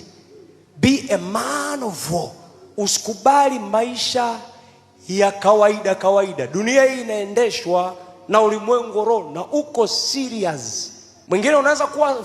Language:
Swahili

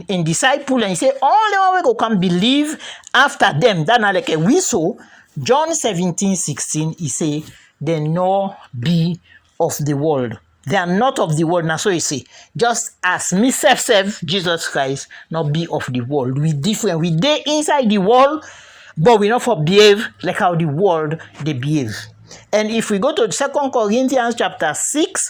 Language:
Krio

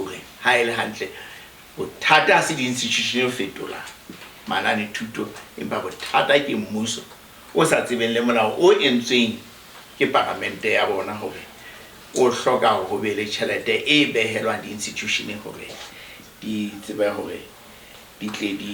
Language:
Southern Sotho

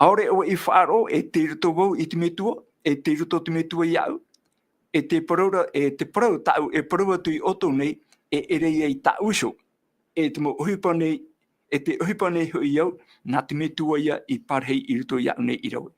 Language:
Tahitian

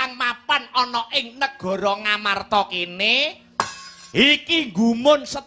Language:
Javanese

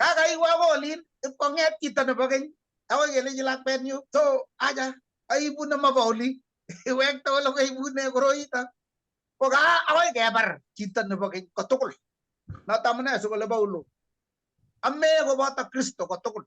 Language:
Kalenjin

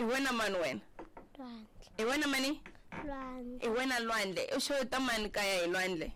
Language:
Tsonga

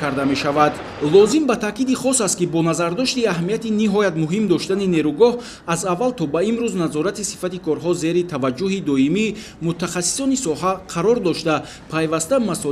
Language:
Tajik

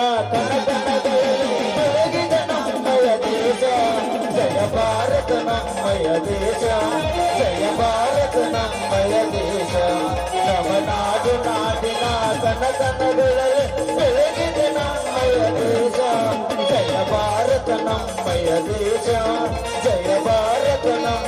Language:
Kannada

